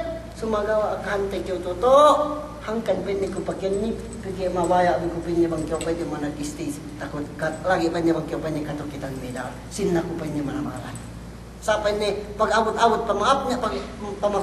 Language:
Yakan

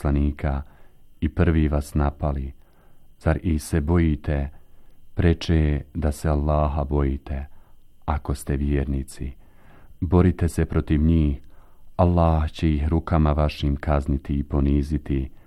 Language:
Bosnian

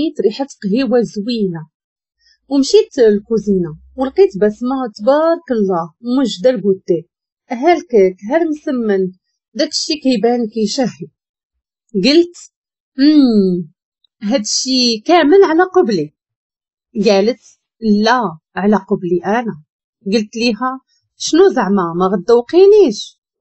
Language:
Moroccan Arabic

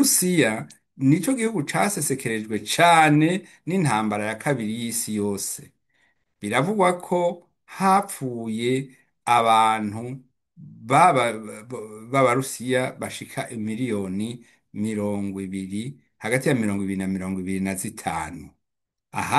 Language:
Rundi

